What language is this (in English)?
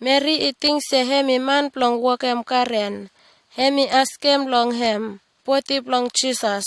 Bislama